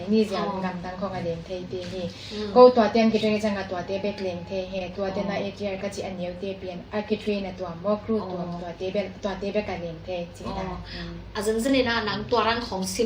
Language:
Tedim Chin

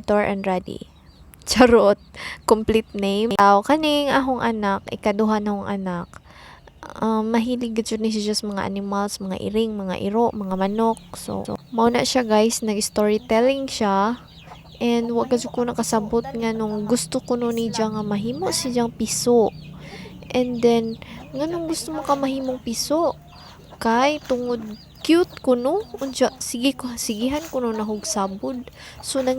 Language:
Cebuano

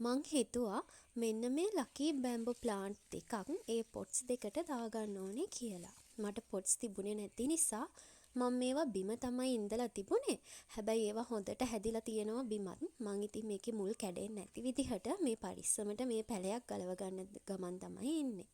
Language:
Sinhala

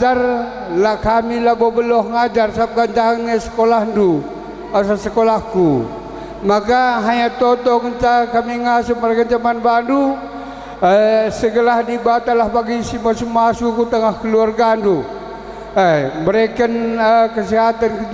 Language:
Batak Karo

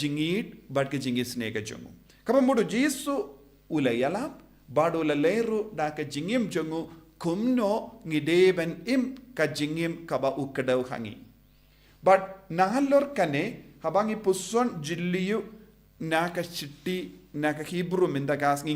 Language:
Khasi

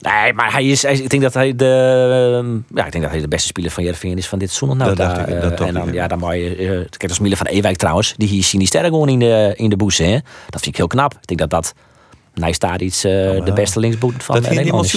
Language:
Western Frisian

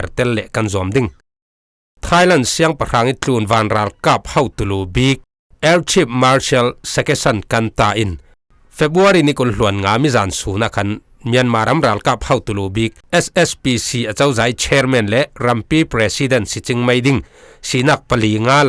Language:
Falam Chin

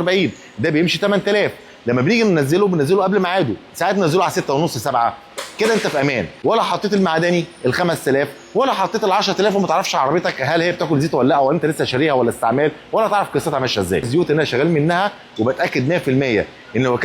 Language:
Egyptian Arabic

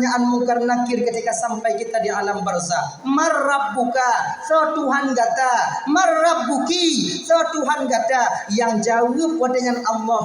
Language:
Achinese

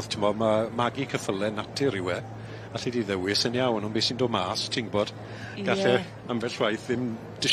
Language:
Welsh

